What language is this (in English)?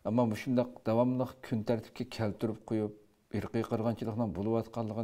Uyghur